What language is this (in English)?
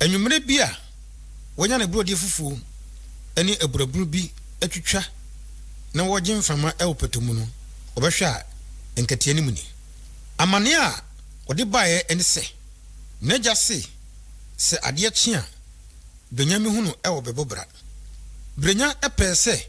Akan